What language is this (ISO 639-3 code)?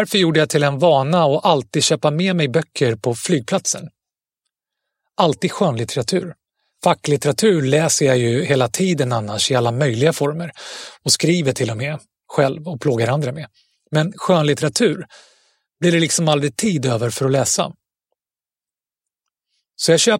swe